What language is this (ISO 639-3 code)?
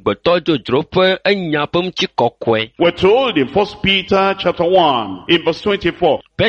ewe